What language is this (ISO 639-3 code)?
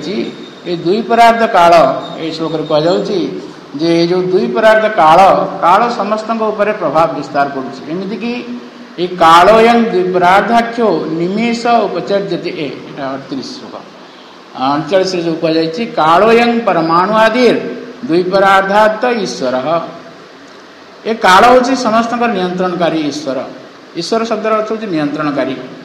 ori